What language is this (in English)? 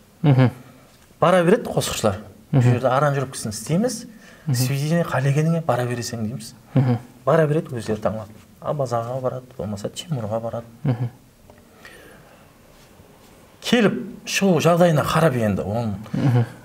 Kara-Kalpak